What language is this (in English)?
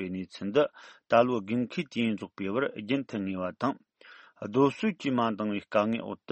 Tibetan